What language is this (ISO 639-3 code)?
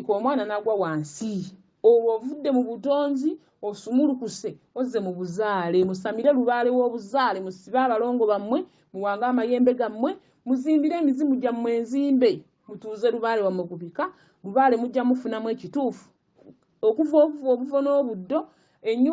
lug